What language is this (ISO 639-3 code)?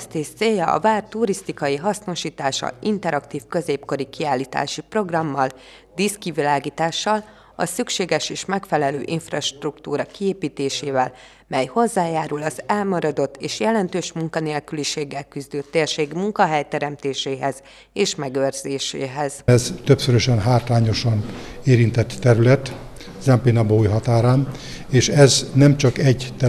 hun